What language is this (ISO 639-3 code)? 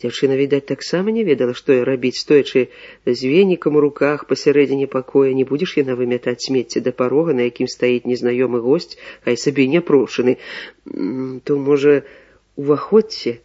bel